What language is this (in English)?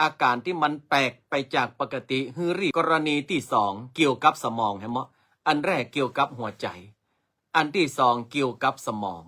Northern Thai